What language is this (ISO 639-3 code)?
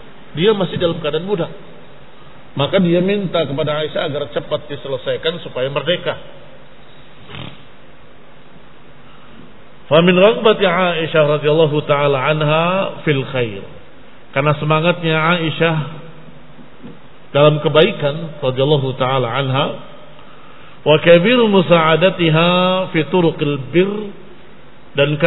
ind